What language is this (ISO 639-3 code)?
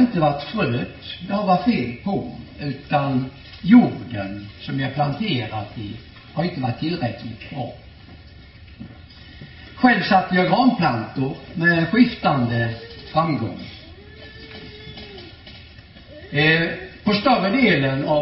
swe